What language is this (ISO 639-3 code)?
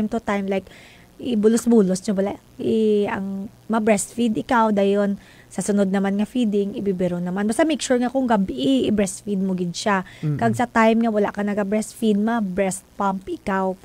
hil